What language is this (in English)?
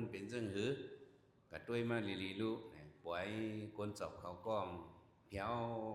Shan